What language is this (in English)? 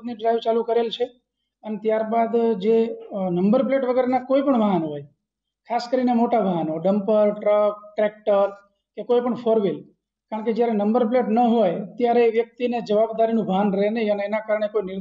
Gujarati